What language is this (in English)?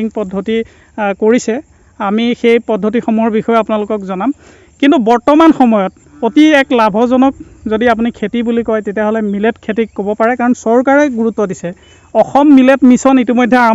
Assamese